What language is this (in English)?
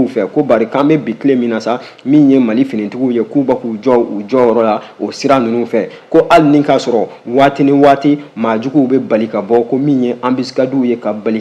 Bambara